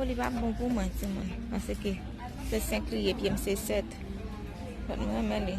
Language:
Haitian Creole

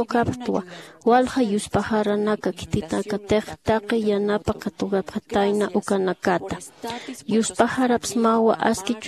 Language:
Aymara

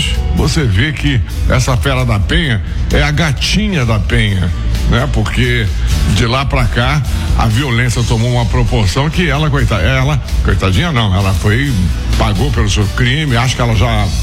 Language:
Portuguese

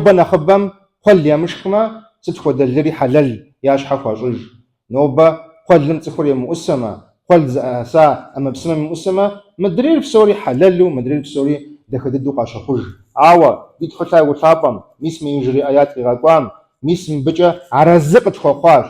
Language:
Kabardian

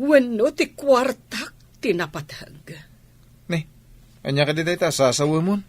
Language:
Iloko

